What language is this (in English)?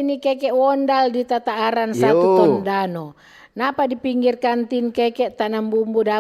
Manado Malay